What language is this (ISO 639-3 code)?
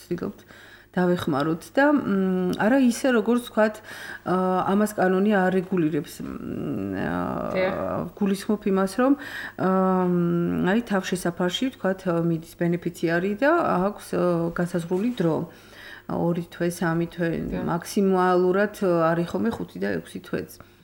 kat